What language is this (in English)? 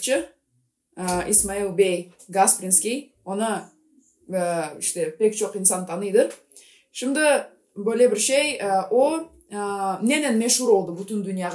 Gagauz